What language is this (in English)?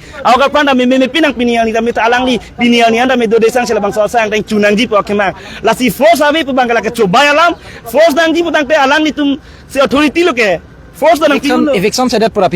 Karbi